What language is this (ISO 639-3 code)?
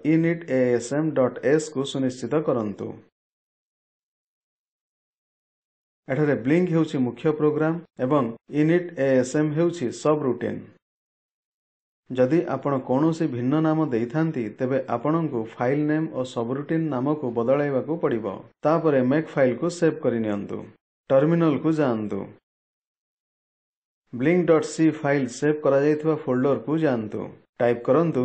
ori